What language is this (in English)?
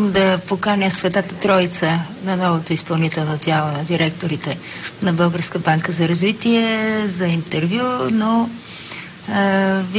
Bulgarian